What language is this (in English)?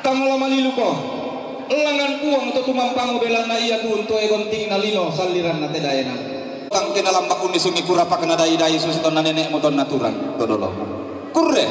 Toraja-Sa'dan